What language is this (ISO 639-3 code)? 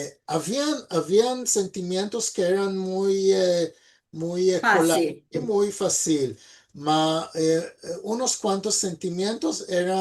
lad